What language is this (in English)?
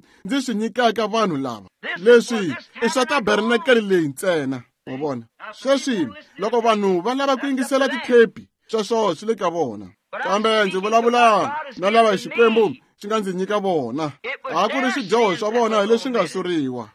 Tsonga